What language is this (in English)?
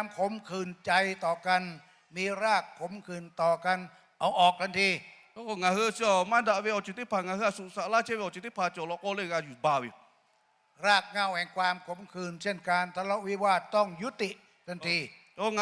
Lahu